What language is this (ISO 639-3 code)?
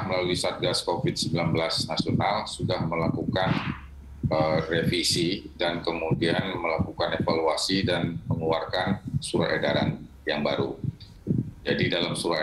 ind